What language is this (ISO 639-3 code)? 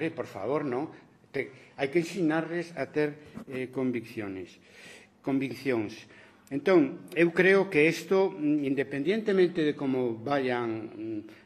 glg